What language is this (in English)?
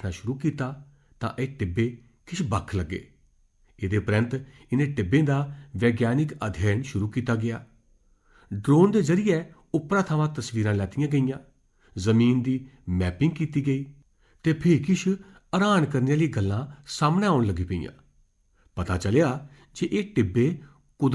Dogri